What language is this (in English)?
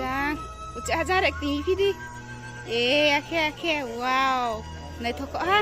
Riang (India)